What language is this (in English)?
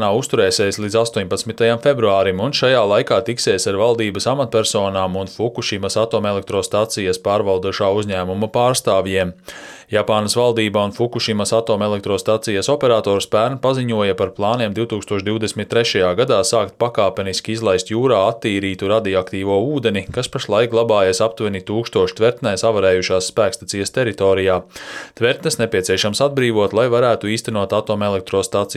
Latvian